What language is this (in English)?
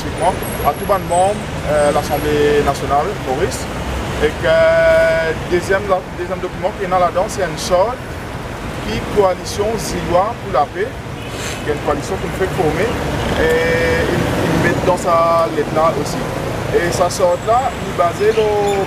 Morisyen